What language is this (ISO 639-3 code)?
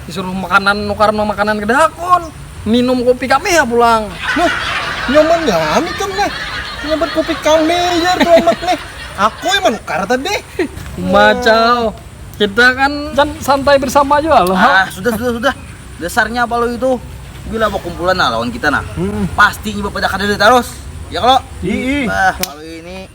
bjn